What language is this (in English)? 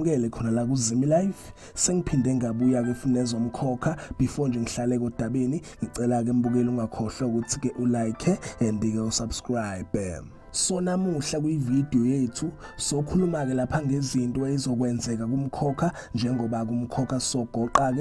Zulu